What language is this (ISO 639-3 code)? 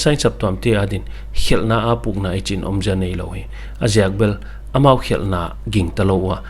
pck